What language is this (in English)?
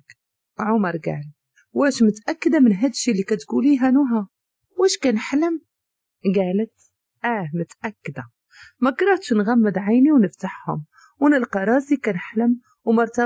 Moroccan Arabic